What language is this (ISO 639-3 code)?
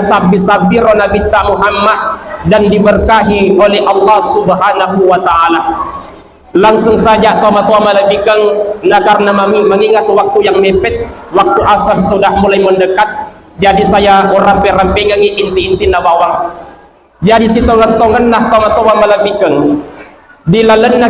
bug